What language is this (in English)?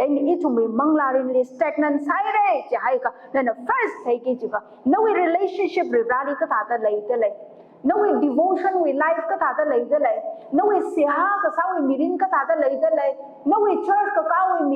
Tangkhul Naga (India)